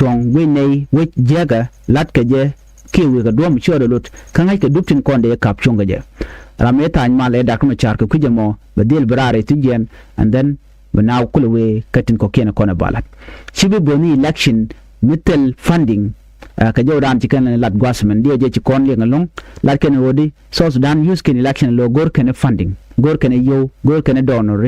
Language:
Nuer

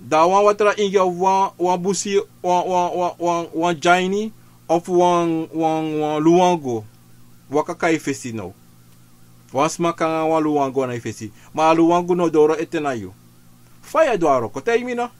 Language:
Sranan Tongo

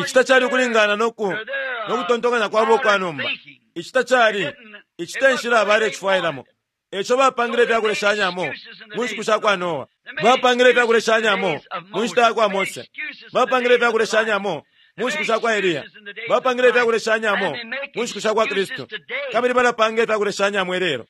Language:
Bemba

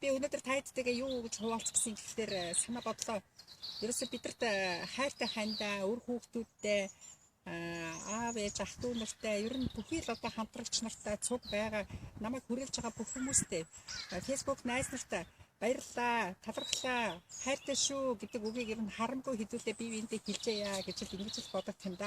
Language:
Mongolian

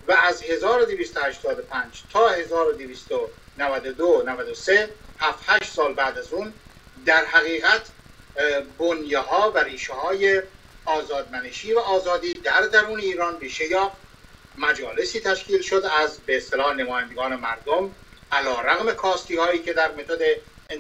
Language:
Persian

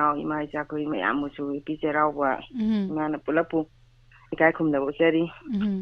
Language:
Manipuri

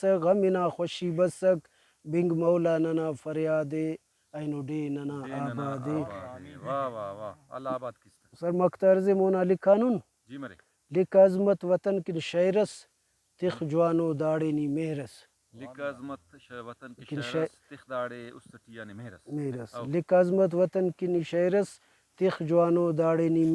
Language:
Brahui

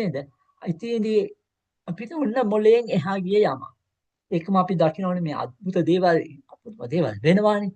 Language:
Sinhala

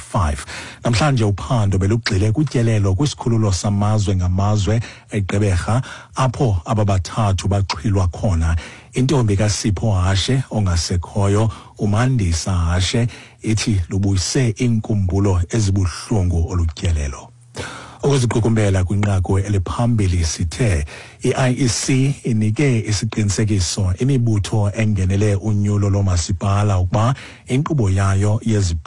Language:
Xhosa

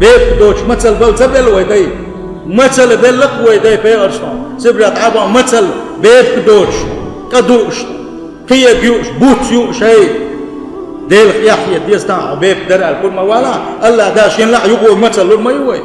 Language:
Chechen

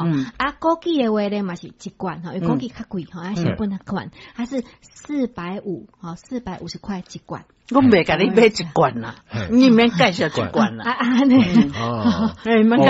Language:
Min Nan Chinese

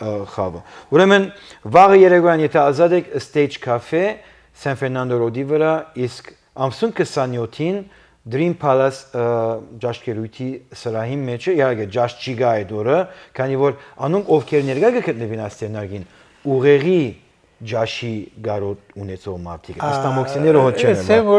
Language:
Armenian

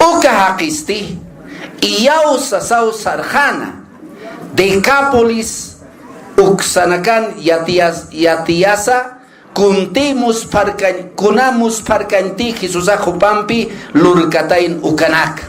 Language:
Aymara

